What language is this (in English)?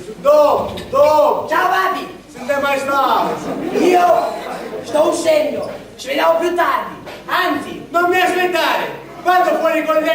Sicilian